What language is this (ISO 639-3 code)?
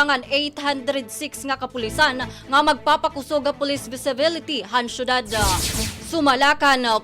war